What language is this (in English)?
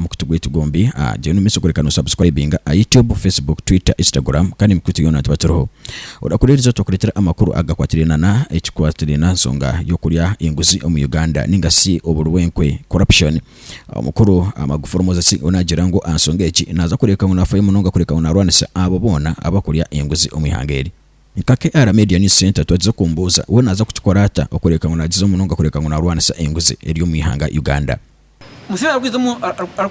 Nyankole